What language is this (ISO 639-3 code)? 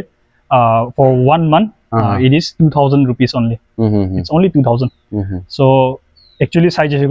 nag